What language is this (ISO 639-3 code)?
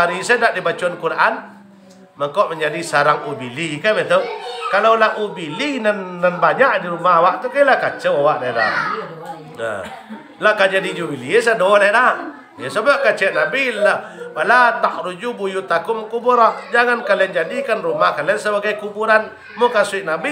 min